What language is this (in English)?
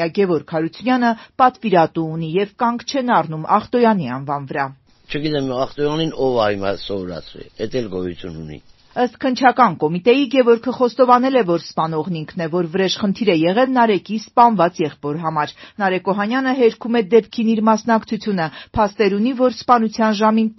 Armenian